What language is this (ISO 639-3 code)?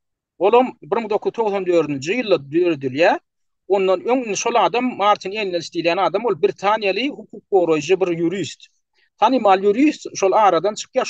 tuk